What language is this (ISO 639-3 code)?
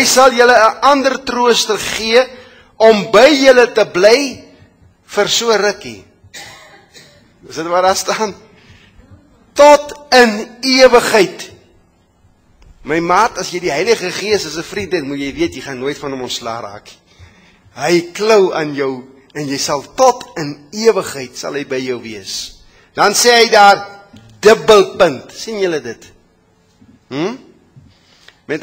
afr